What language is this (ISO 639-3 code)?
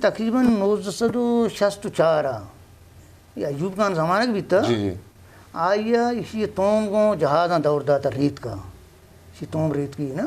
bgp